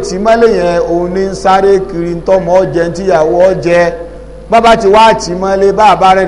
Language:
Yoruba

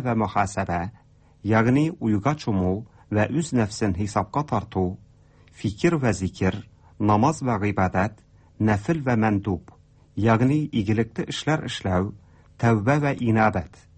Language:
Tatar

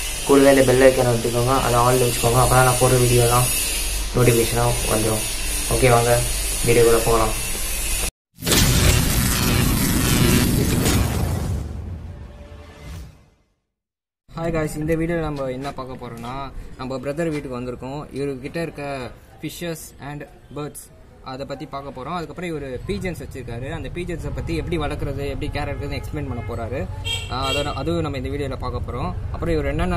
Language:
Tamil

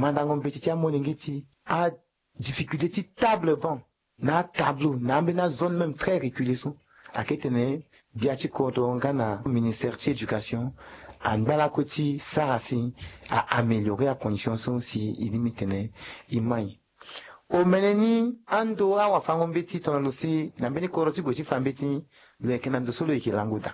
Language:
Sango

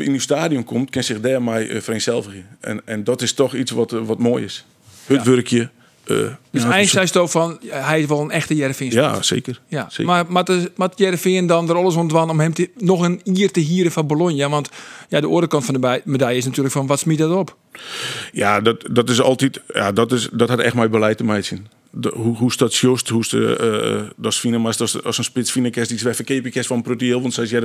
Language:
Western Frisian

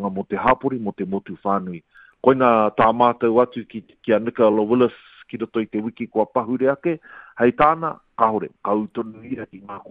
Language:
Māori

